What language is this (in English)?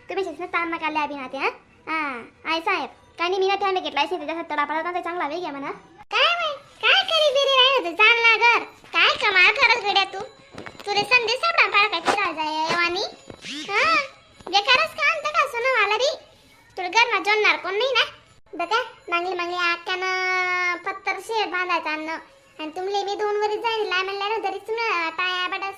Khandesi